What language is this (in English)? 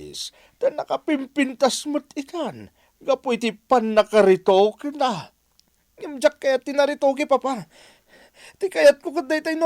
Iloko